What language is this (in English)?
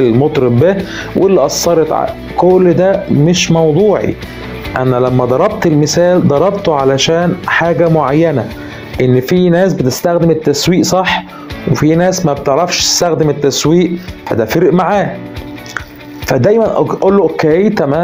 Egyptian Arabic